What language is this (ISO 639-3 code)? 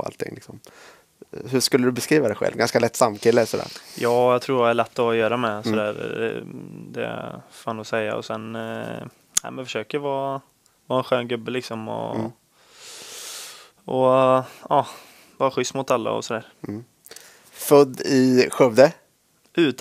swe